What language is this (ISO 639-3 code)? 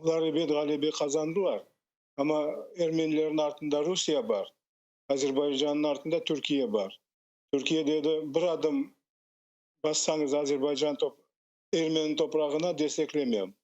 crh